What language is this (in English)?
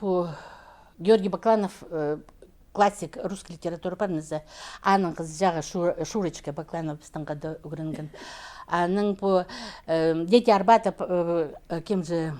Khakas